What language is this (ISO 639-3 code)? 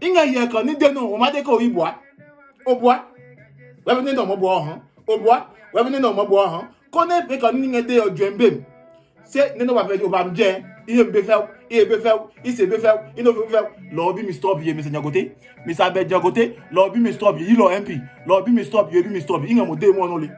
ada